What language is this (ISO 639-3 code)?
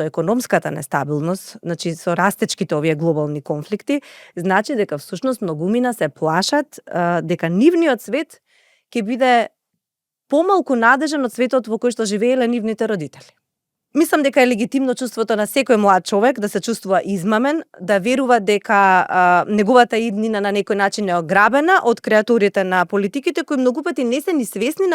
mkd